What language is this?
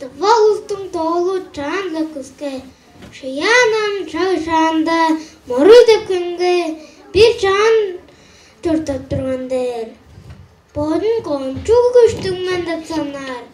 Tuvinian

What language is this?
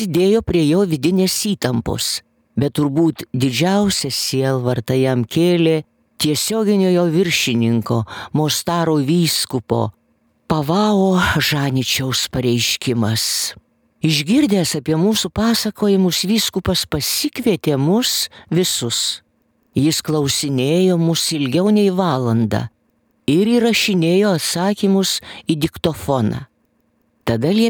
Lithuanian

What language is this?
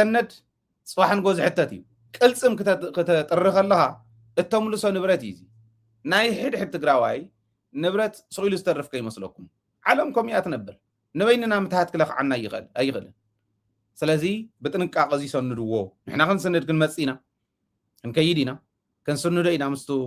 Tigrinya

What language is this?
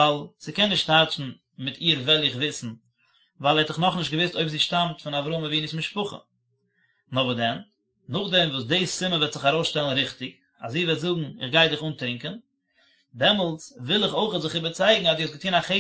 Yiddish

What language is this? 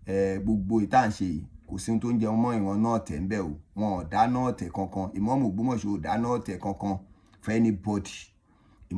Yoruba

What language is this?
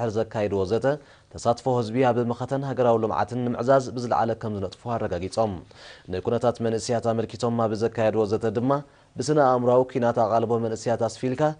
Tigrinya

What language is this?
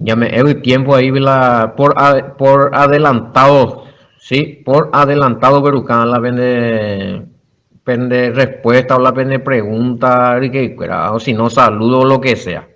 Guarani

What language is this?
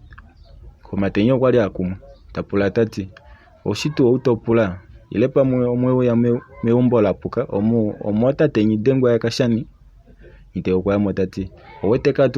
Kuanyama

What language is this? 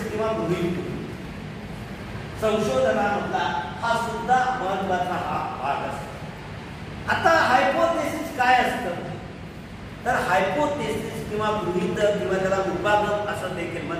Marathi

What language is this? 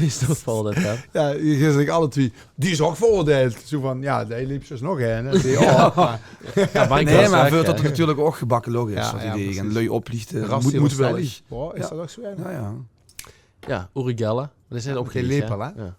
Limburgish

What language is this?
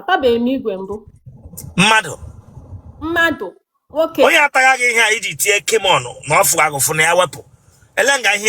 Igbo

